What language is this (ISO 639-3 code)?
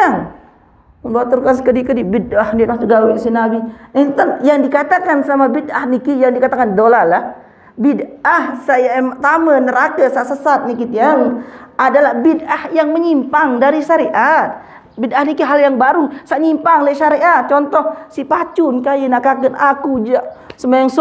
sas